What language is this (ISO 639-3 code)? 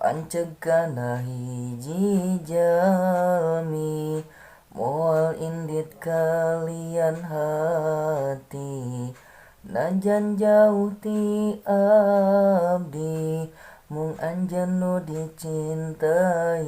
sun